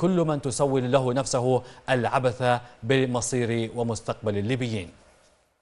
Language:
Arabic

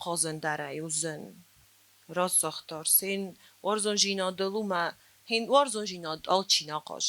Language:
Ossetic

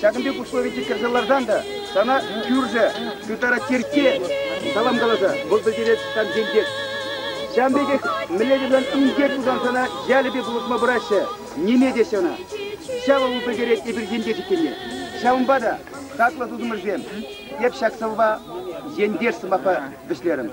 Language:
Chuvash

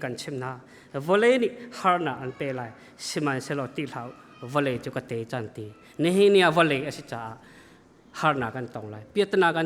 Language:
Hakha Chin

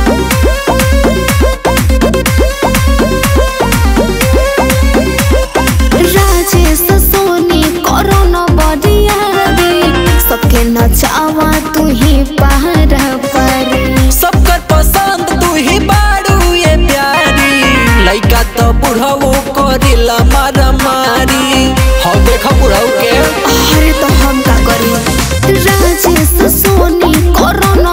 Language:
Bhojpuri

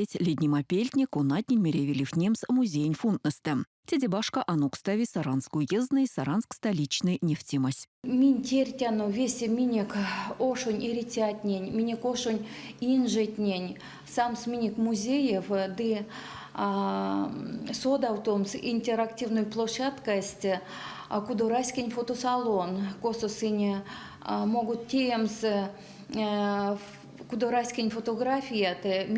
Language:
Erzya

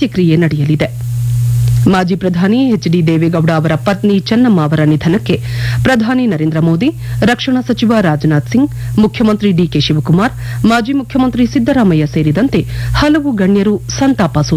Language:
Kannada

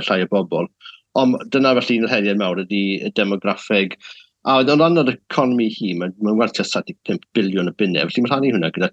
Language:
Welsh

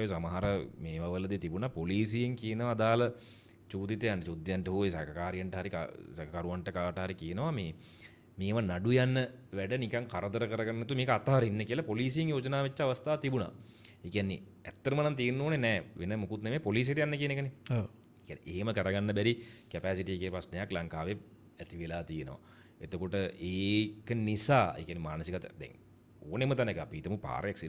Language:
Sinhala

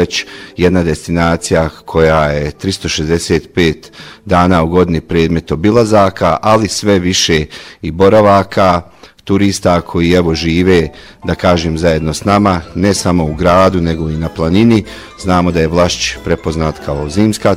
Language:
Bosnian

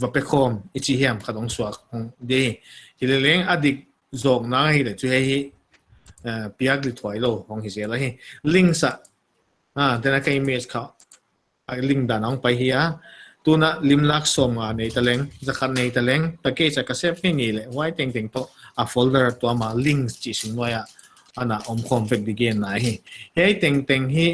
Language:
Paite Chin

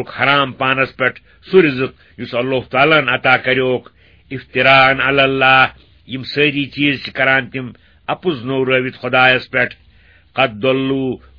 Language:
Kashmiri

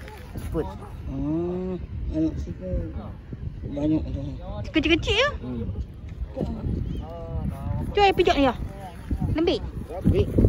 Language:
Malay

